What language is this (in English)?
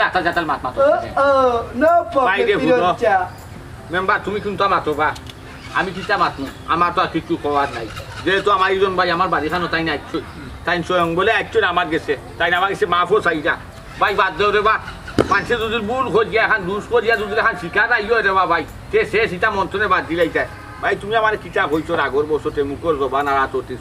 Sylheti